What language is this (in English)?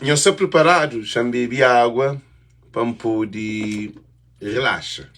Kabuverdianu